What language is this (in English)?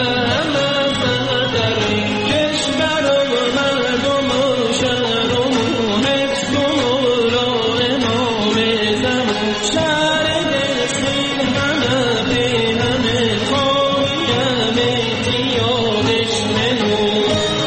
Persian